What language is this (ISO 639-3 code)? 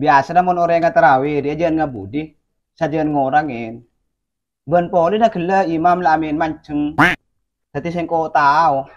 mad